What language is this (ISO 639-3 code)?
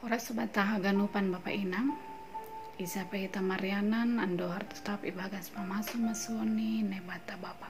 bts